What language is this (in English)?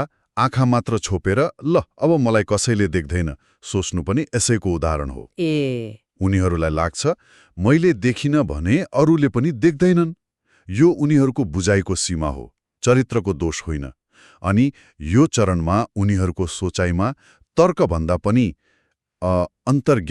Nepali